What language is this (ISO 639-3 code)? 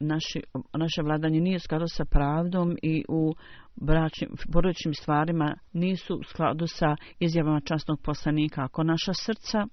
bos